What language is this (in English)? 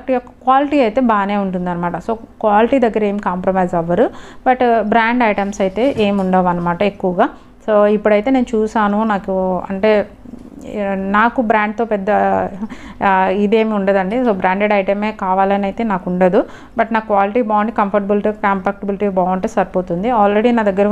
Telugu